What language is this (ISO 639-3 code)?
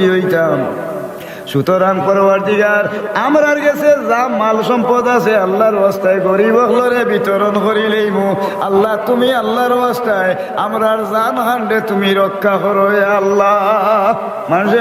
syl